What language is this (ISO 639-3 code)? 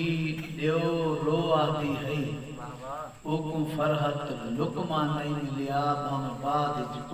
skr